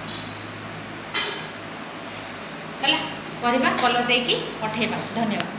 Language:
Odia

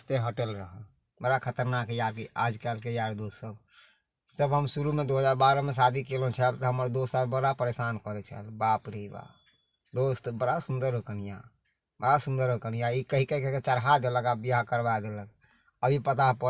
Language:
Maithili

